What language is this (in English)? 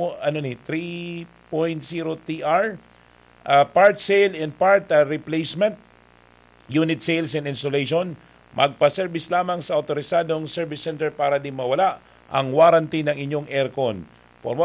Bikol